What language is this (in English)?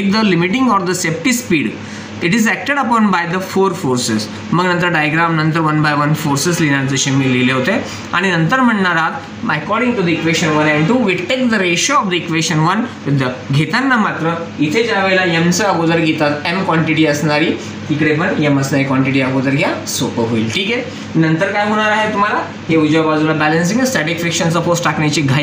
Marathi